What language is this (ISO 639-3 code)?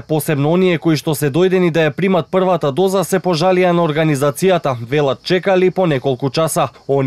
mkd